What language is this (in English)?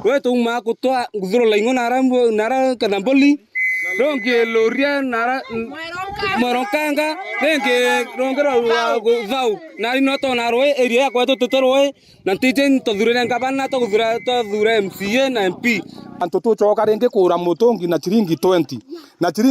Meru